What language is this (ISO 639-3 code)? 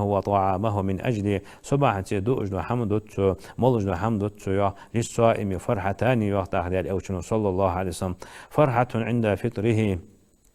inh